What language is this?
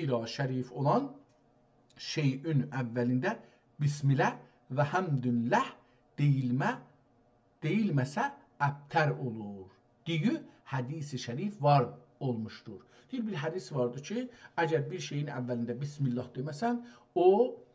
South Azerbaijani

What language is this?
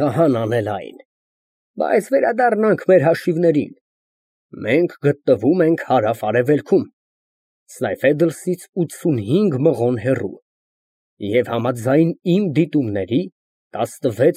Armenian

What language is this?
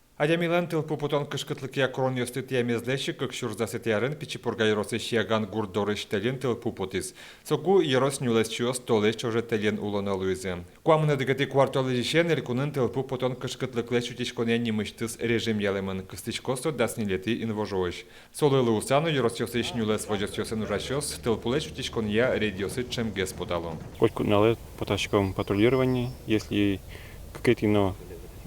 Udmurt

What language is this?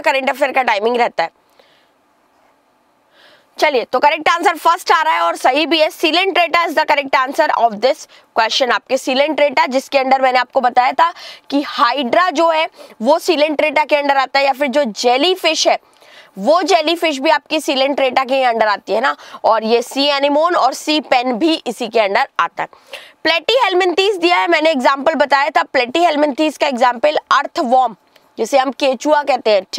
Hindi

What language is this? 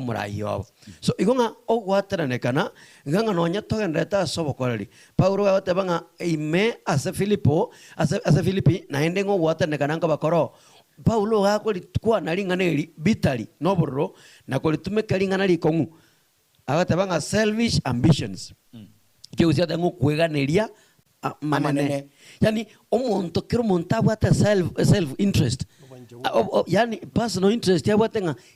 Gusii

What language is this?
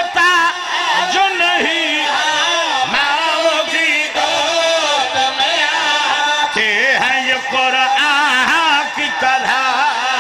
Urdu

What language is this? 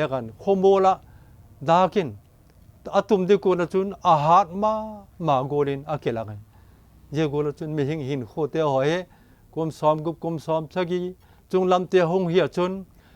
Vaiphei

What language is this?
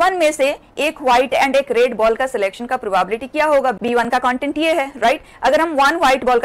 Hindi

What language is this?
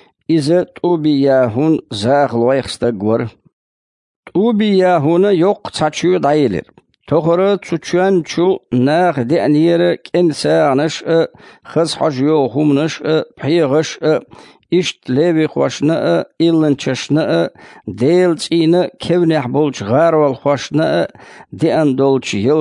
Chechen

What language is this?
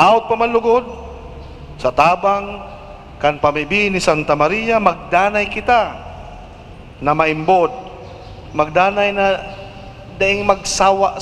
Bikol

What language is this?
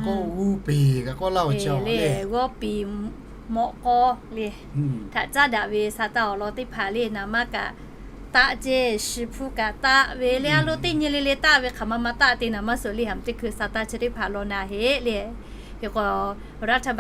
Lahu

